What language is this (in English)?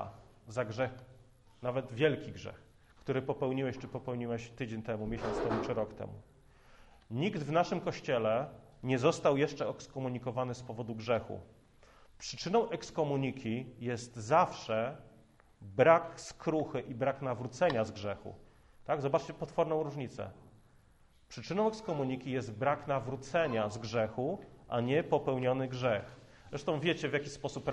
Polish